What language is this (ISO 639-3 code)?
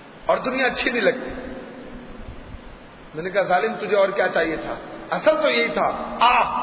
urd